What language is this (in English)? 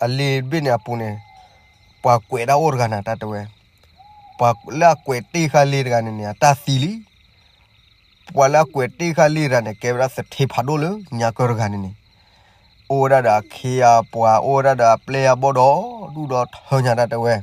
S'gaw Karen